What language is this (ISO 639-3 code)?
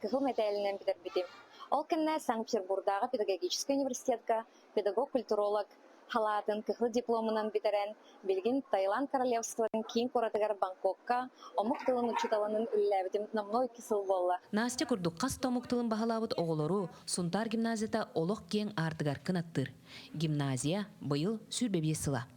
sah